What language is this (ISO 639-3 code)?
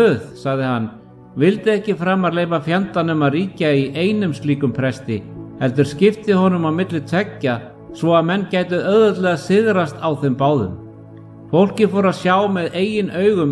isl